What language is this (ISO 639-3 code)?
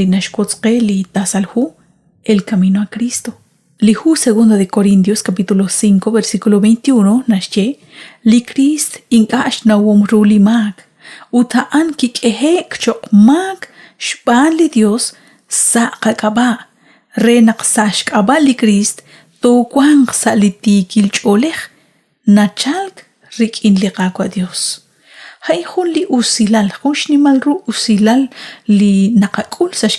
kek